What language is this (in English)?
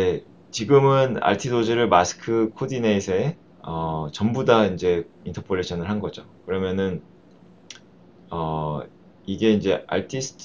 Korean